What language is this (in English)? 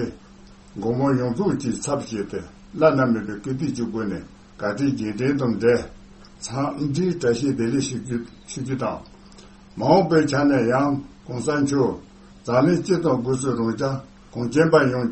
Tibetan